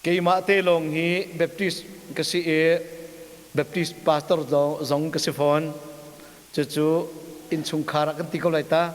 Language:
Hakha Chin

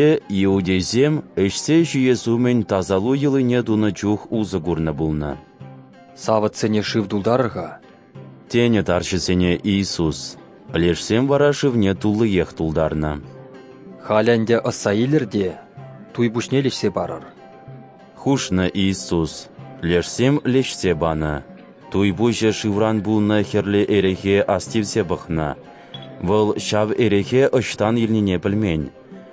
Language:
Chuvash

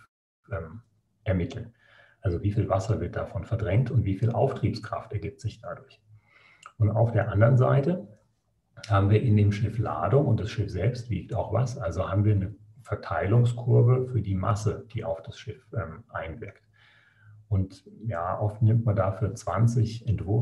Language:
German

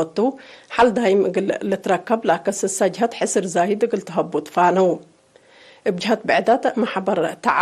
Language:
Tigre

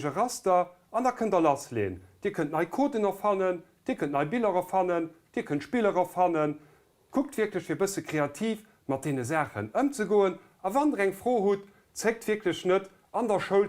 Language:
Luxembourgish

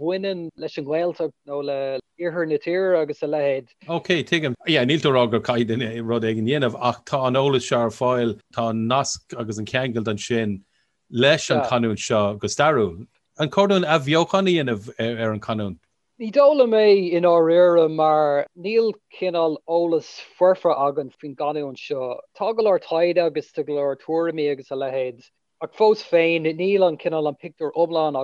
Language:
Irish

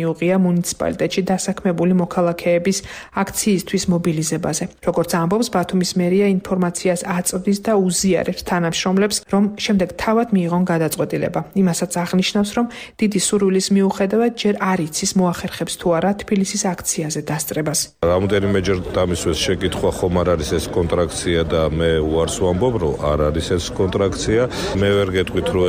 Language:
Georgian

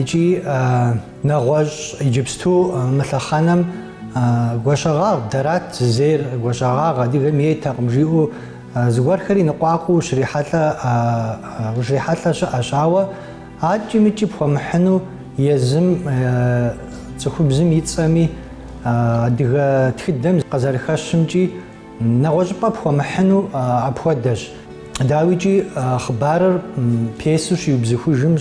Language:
Kabardian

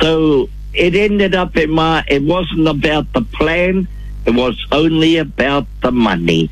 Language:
Māori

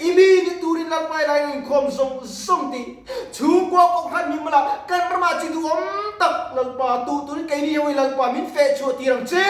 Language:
Mizo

